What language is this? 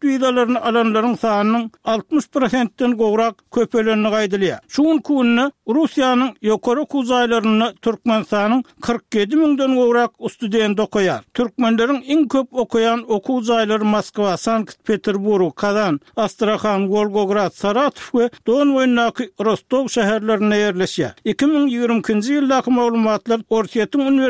Turkmen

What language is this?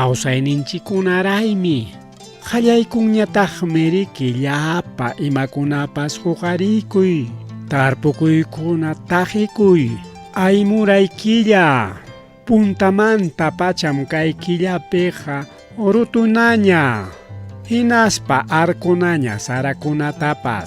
Ayacucho Quechua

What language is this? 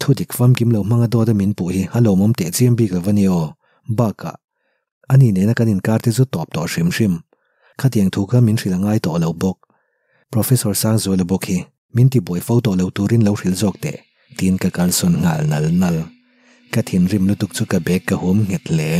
Mizo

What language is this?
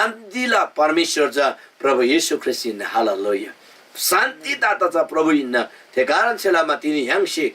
Eastern Tamang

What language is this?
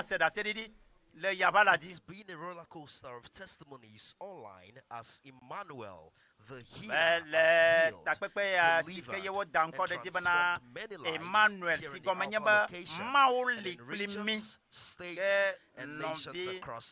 Ewe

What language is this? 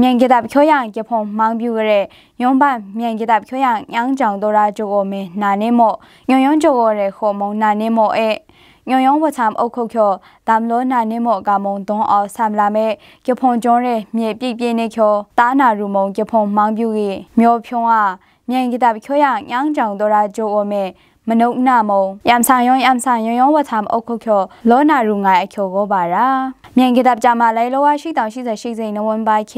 Maru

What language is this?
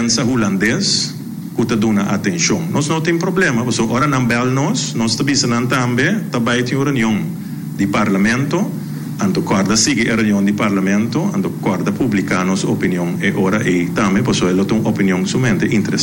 Papiamento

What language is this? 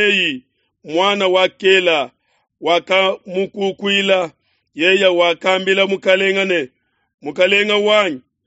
Luba-Lulua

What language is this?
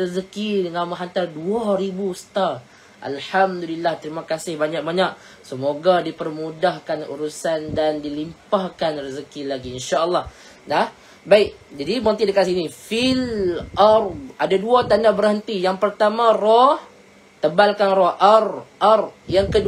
Malay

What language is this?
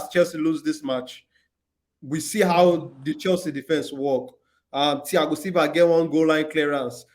Nigerian Pidgin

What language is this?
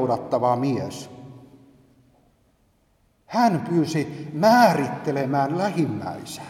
Finnish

